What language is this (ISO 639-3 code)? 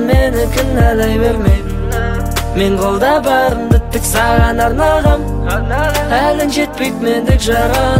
kaz